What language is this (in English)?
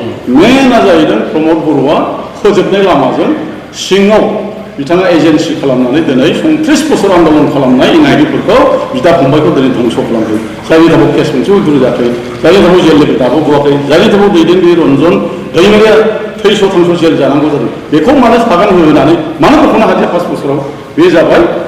Bodo